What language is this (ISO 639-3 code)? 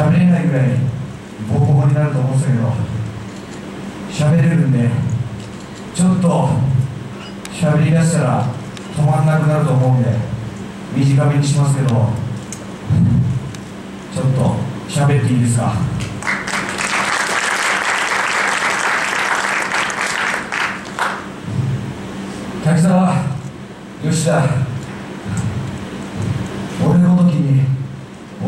jpn